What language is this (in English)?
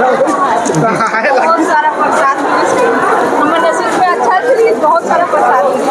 Chhattisgarhi